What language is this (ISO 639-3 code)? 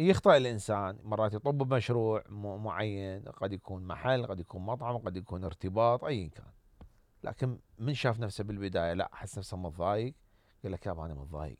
acm